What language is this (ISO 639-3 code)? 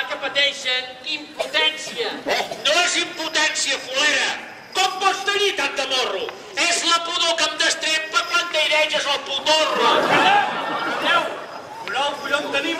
cat